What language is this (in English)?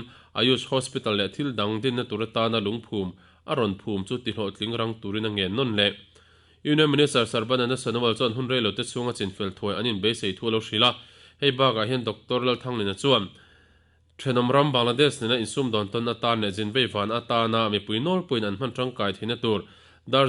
Mizo